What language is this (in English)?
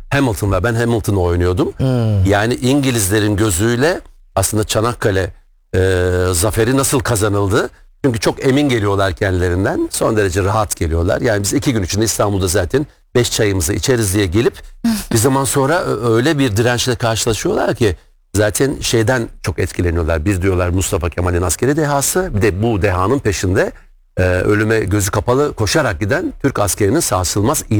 Turkish